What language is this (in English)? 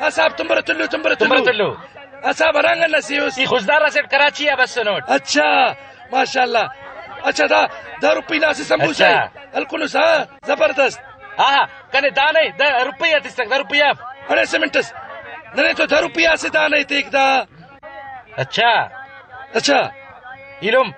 Brahui